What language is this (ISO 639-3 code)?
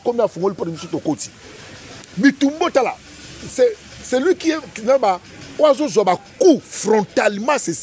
lin